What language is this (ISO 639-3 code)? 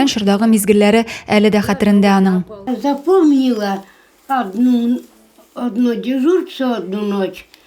tat